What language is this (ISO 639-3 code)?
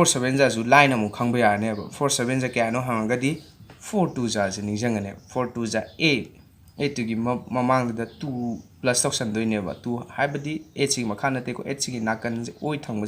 mni